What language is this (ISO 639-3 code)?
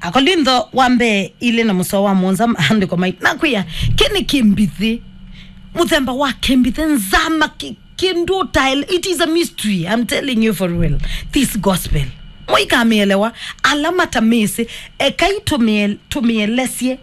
kam